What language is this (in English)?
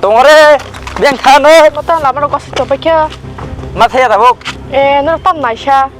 Kok Borok